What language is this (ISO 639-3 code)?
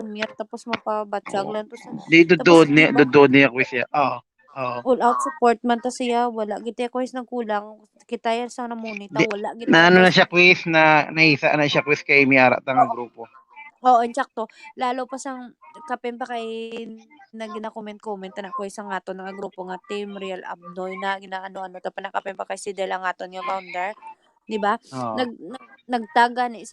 hil